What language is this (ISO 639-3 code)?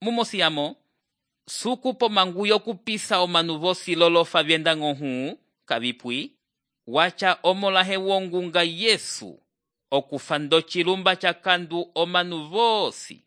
umb